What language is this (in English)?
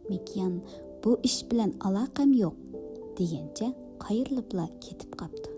Uyghur